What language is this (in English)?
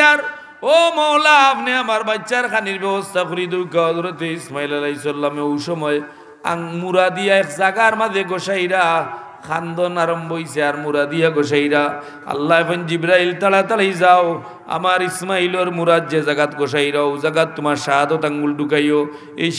Sylheti